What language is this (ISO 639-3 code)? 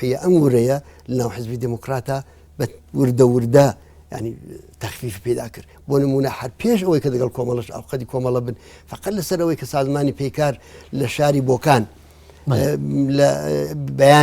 ckb